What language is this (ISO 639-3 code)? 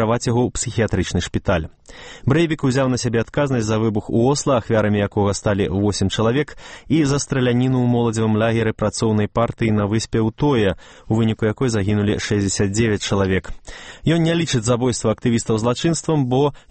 bel